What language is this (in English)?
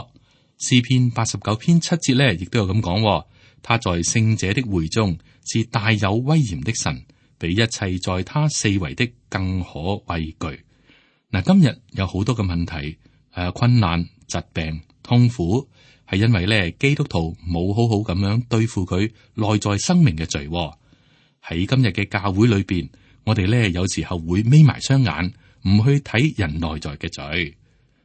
Cantonese